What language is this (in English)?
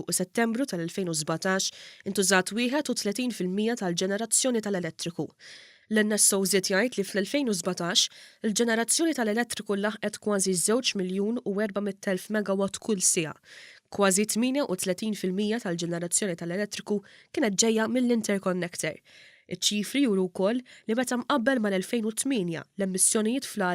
Maltese